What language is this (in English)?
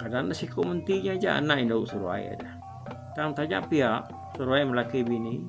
Iban